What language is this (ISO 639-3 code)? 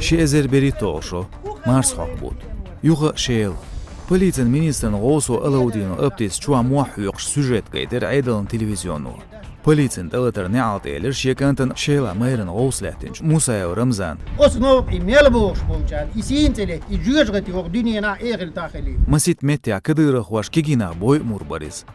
che